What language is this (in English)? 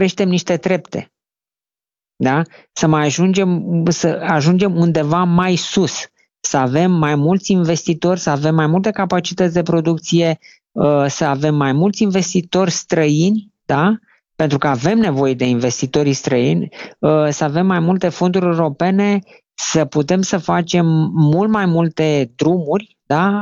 Romanian